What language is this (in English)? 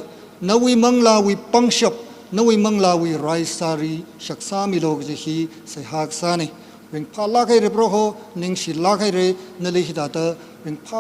Tangkhul Naga (India)